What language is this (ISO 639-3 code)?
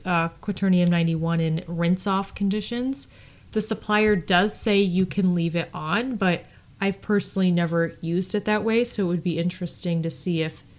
eng